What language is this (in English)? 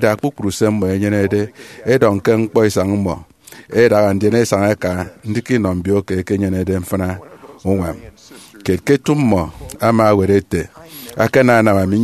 Efik